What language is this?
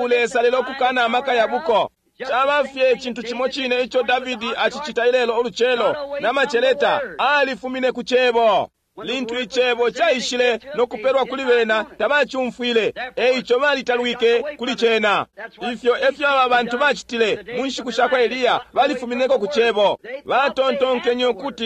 Bemba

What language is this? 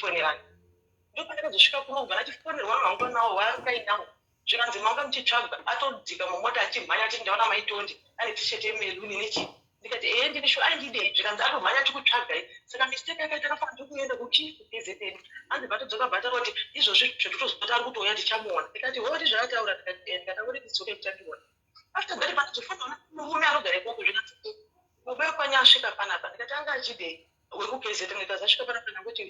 Shona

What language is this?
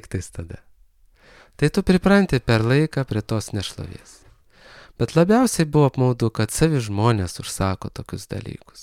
Lithuanian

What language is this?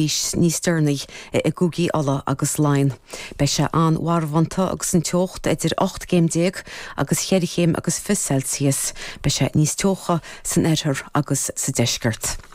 Irish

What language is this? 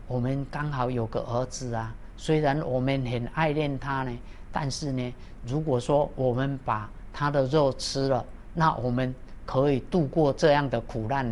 Chinese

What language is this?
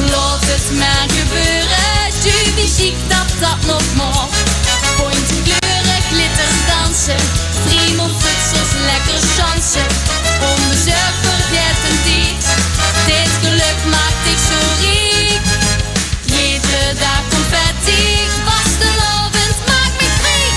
Limburgish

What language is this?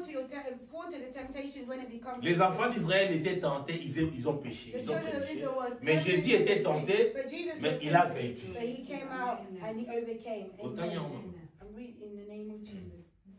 French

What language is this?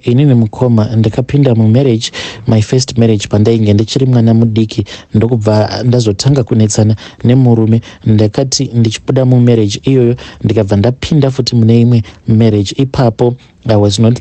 Shona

